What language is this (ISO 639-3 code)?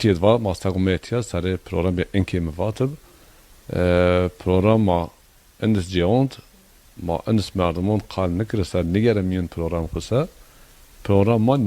zza